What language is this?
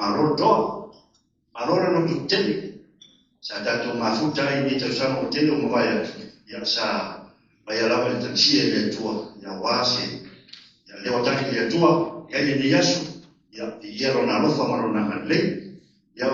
Samoan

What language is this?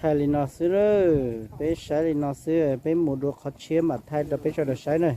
Hmong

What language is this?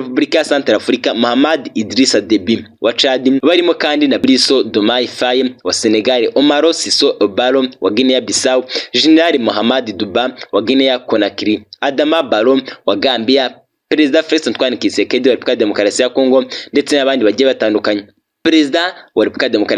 Kinyarwanda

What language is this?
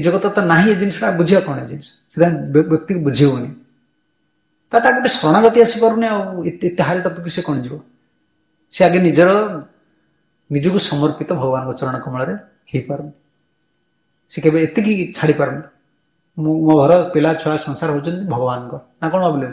Odia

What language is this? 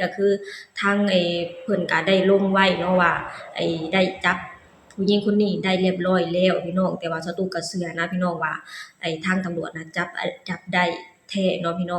Lao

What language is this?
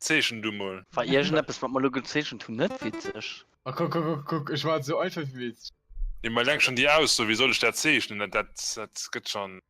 Luxembourgish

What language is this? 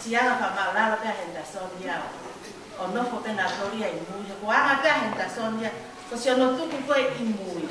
Tongan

